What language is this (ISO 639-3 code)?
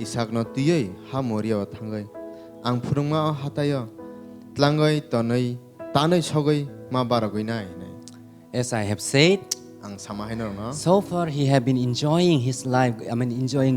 trp